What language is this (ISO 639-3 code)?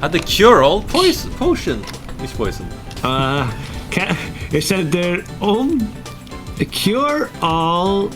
fao